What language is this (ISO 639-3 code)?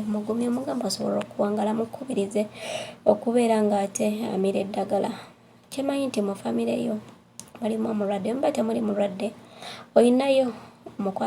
lug